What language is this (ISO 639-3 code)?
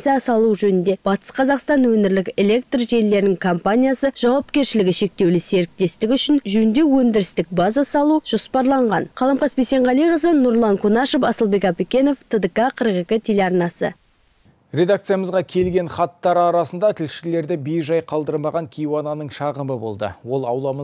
kaz